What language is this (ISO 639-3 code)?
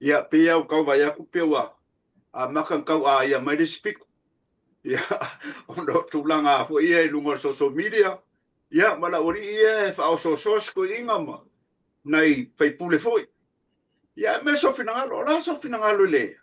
smo